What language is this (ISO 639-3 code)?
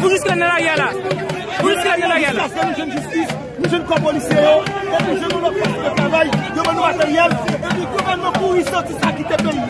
hat